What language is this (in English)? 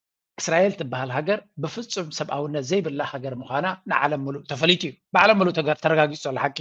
Tigrinya